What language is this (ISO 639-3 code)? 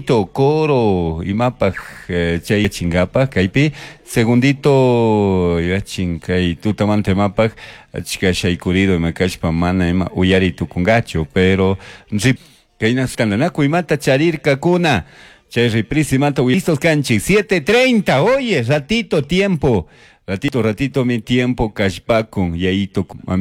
qug